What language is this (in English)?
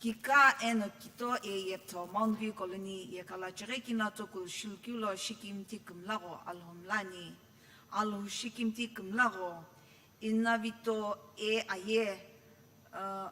Sumi Naga